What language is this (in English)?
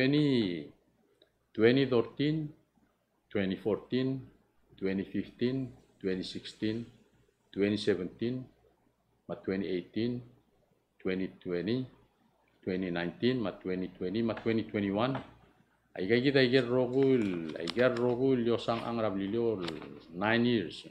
Palauan